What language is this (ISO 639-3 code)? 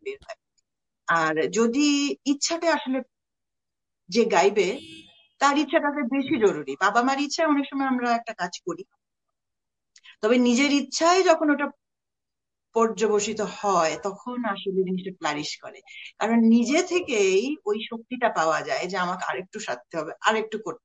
ben